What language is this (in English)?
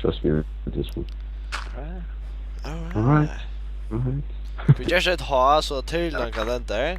Faroese